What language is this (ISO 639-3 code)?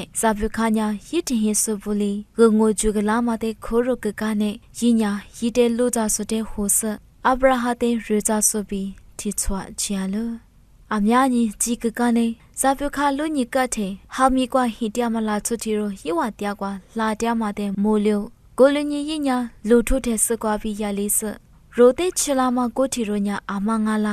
lis